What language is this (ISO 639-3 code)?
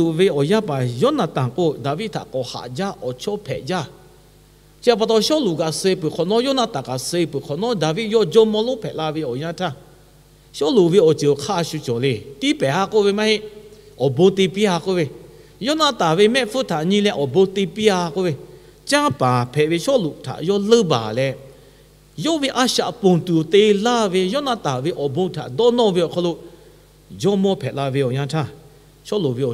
lhu